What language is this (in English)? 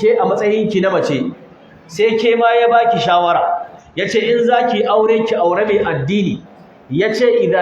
Hausa